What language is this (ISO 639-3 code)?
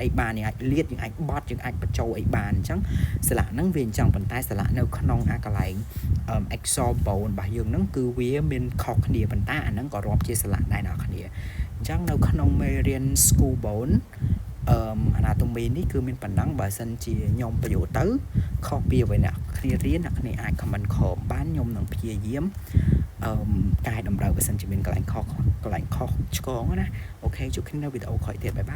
khm